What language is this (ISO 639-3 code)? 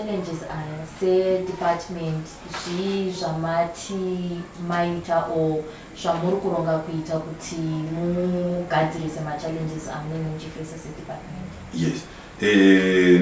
sna